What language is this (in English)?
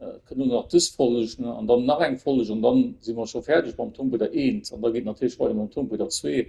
Luxembourgish